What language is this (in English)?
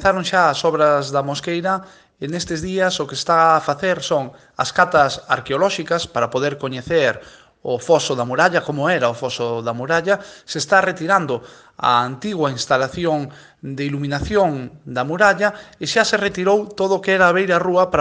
Galician